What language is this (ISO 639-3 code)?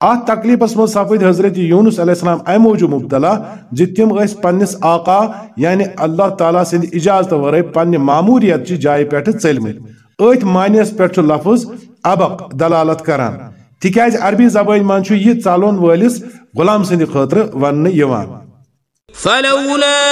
kas